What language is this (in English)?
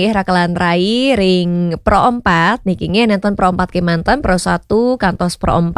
Balinese